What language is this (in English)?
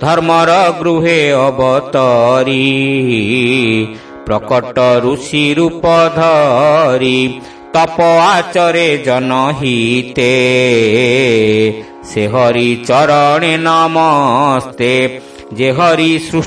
Odia